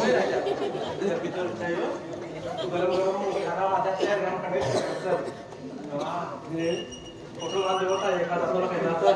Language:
Konkani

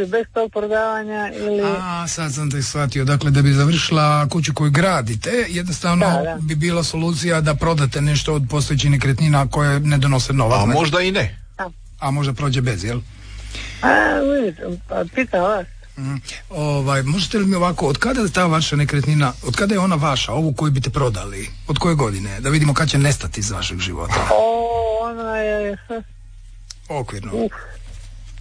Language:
Croatian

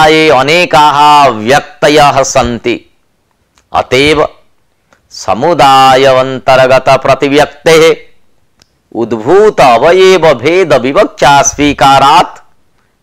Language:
Sanskrit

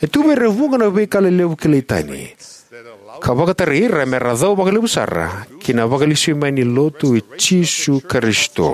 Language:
Fijian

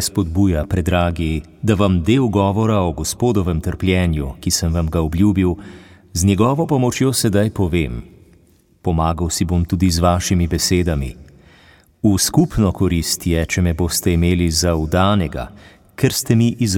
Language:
Slovenian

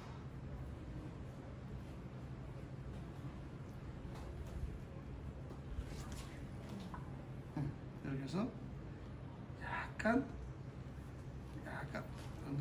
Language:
Korean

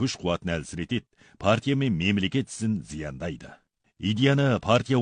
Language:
Kazakh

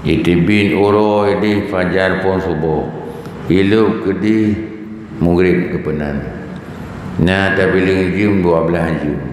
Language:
Achinese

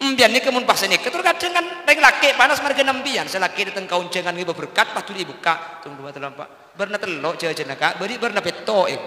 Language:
Madurese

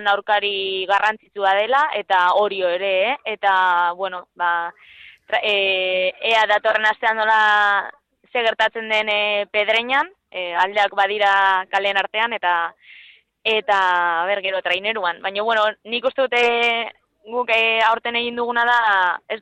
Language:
Basque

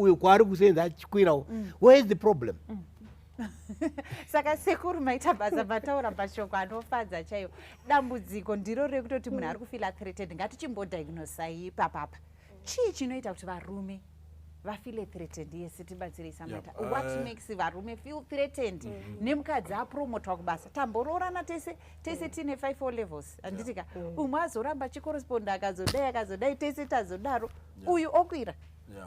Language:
Shona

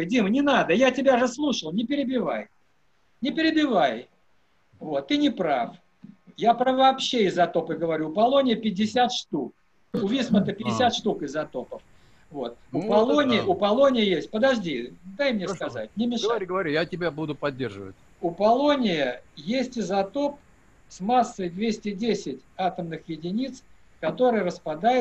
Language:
Russian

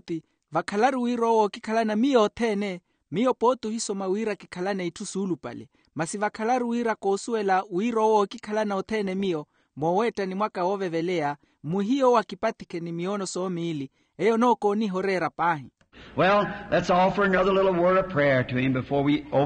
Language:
Makhuwa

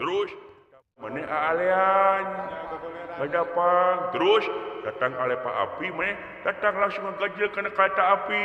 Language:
Sundanese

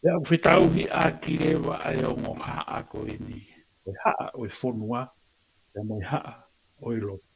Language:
Tongan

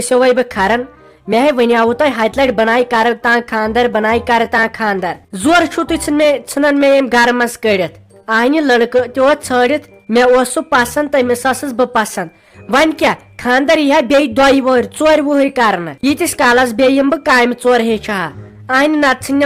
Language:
Kashmiri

